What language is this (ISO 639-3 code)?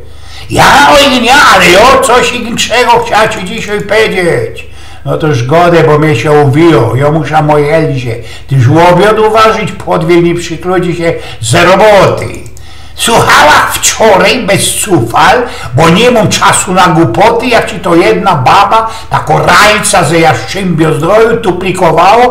szl